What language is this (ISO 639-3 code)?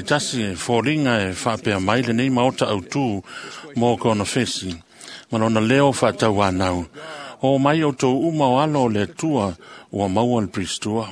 smo